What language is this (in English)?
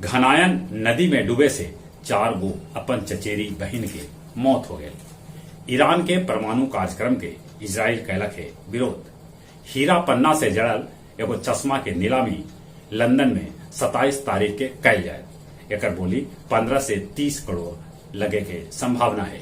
Magahi